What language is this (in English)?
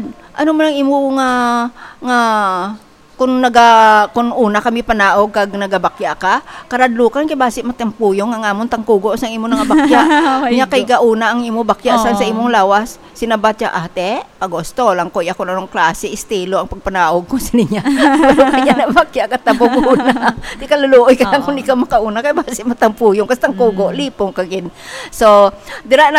Hiligaynon